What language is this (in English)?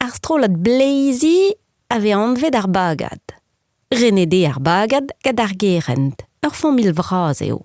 Breton